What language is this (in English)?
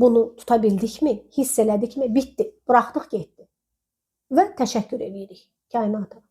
Azerbaijani